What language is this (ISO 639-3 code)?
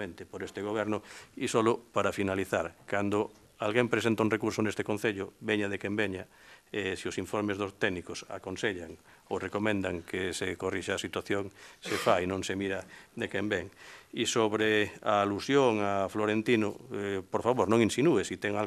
glg